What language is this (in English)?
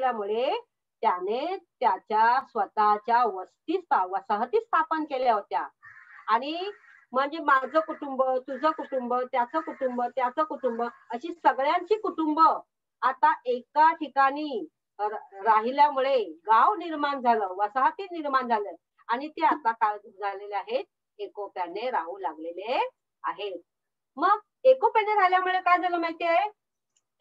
Marathi